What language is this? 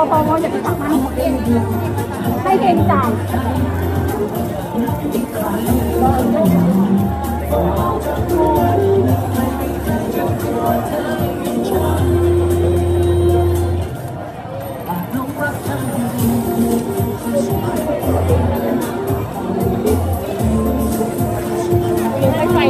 Thai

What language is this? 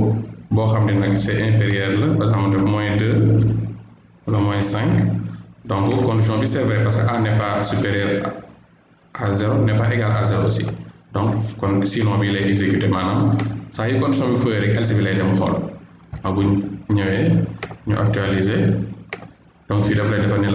Wolof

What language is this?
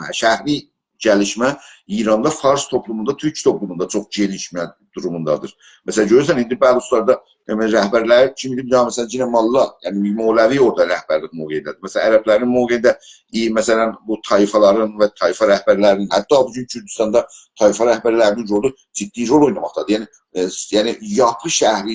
South Azerbaijani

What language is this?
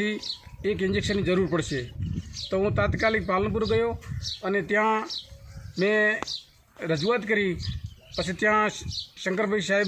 Gujarati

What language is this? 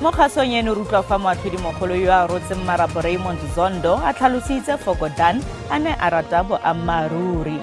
Tswana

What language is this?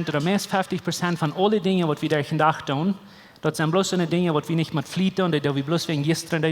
Plautdietsch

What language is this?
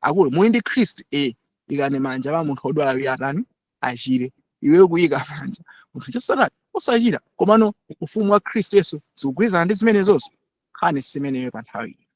Nyanja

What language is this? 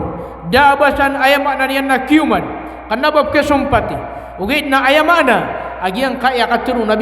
Maranao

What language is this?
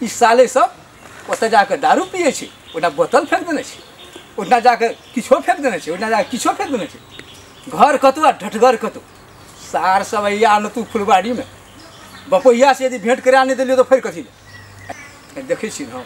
Maithili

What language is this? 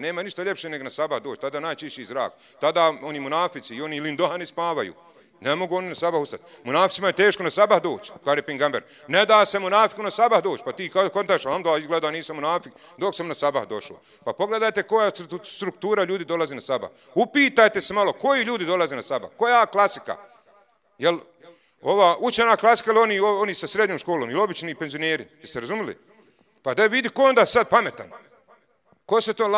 Bosnian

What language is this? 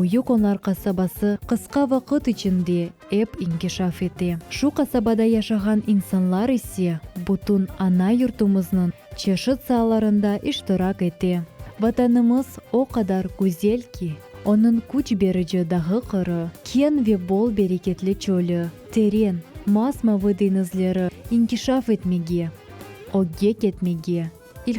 Crimean Tatar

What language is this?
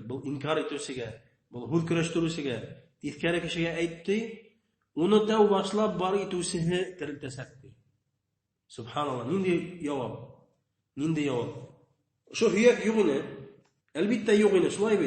Bashkir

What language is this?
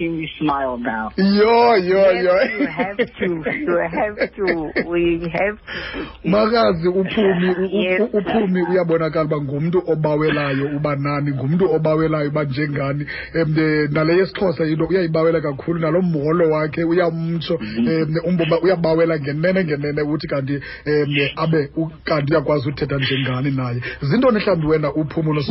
Xhosa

